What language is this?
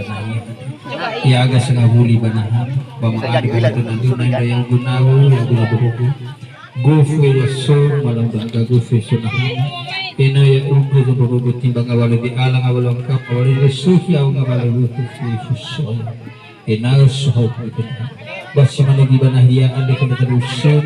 Nias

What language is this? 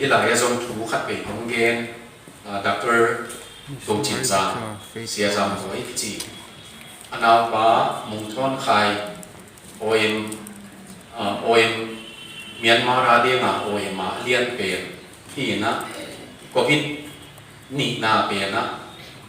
Tedim Chin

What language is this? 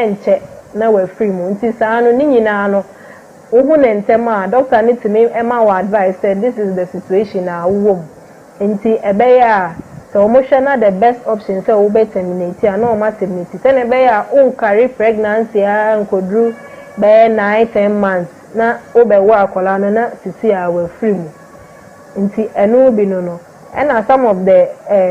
Akan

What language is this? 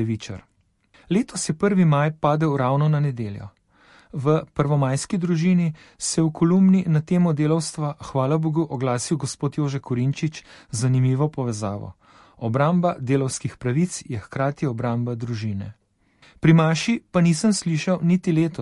Slovenian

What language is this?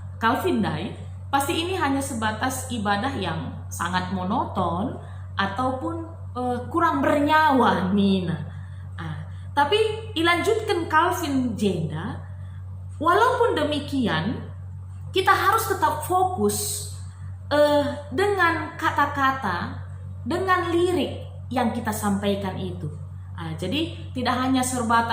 Batak Karo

